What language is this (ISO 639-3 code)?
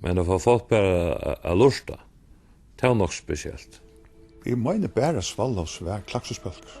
fao